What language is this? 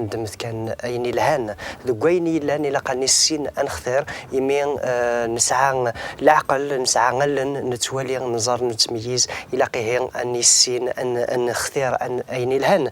Kabyle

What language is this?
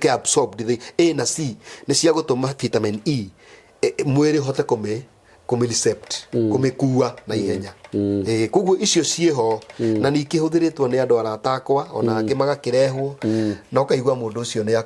Kikuyu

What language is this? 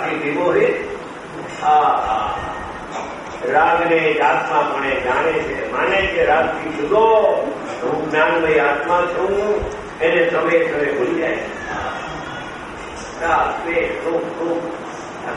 Gujarati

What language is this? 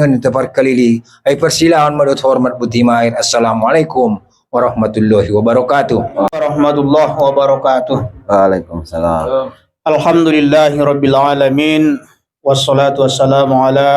Batak Toba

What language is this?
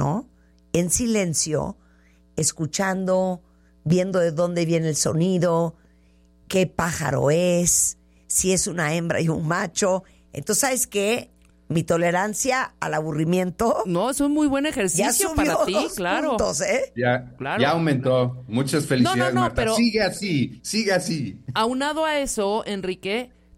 Spanish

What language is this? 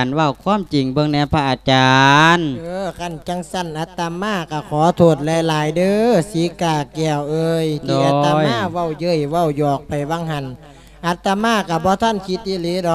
Lao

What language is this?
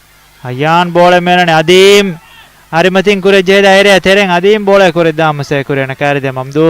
Divehi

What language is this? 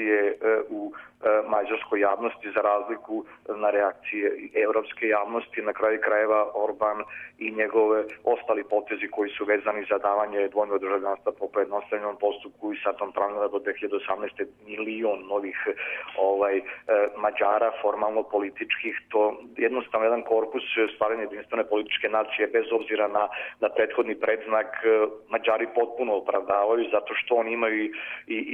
Serbian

